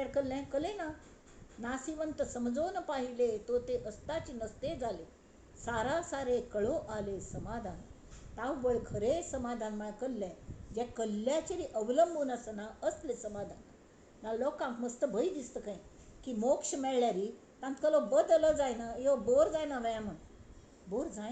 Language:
Konkani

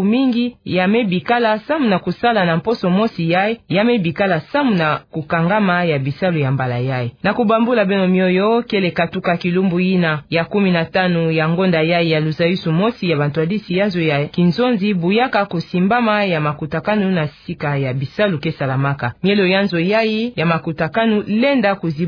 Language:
Kituba (Democratic Republic of Congo)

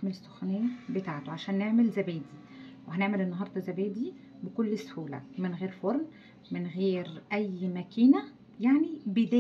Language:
Egyptian Arabic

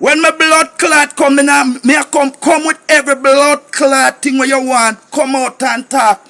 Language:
Jamaican Creole English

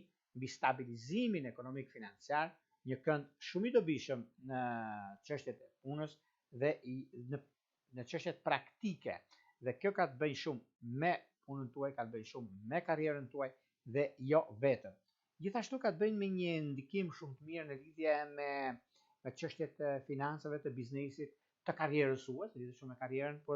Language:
Albanian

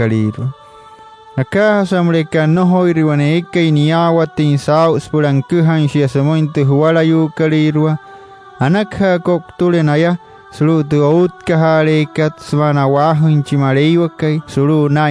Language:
Wayuu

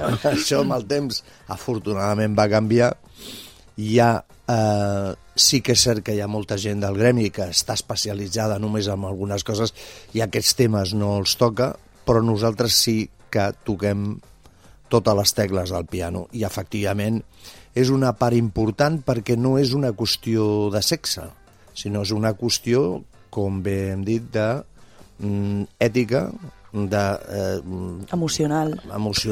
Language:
Catalan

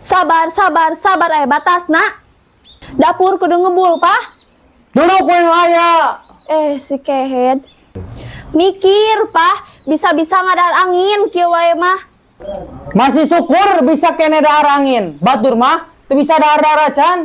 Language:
Sundanese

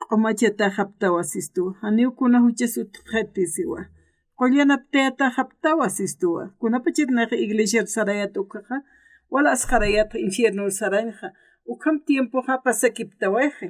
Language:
Aymara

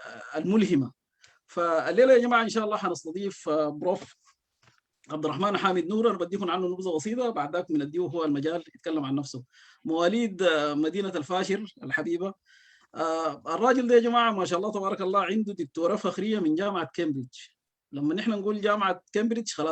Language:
Sudanese Arabic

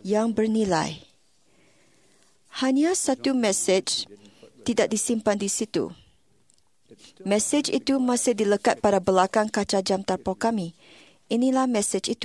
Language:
Malay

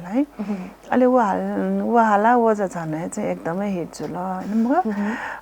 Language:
Newari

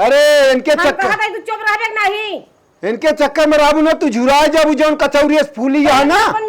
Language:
Awadhi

